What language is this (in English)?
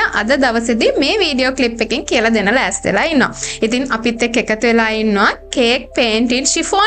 Sinhala